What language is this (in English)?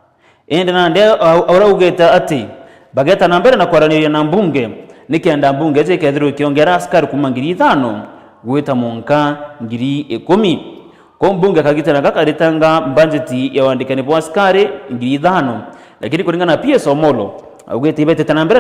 Meru